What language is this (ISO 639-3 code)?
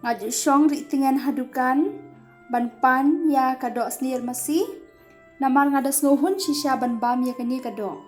kha